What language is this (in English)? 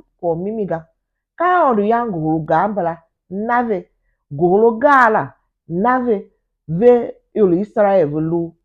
Tiv